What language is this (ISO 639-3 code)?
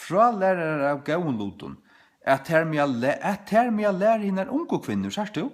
fao